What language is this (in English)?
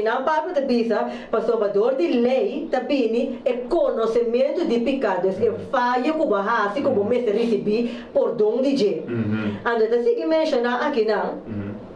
Papiamento